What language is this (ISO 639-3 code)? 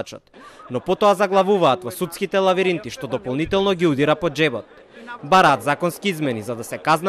mkd